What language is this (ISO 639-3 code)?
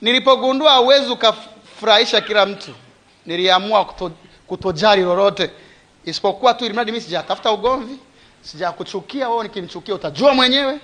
swa